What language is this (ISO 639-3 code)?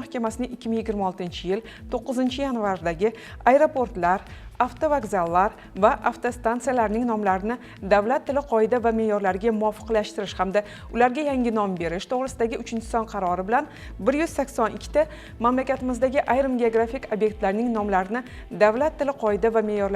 uzb